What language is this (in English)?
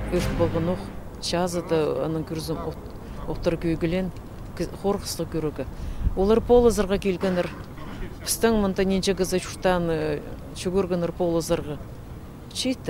Khakas